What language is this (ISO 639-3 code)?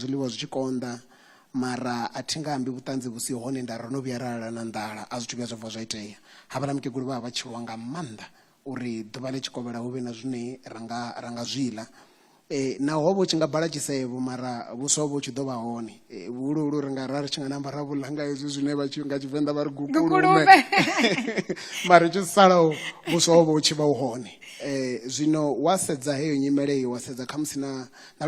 ven